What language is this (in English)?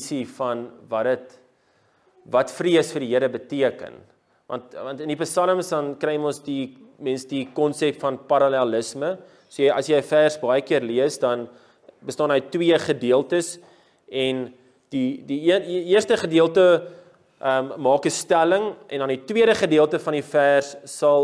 Afrikaans